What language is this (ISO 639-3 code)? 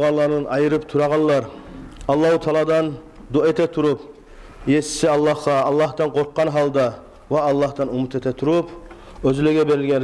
kum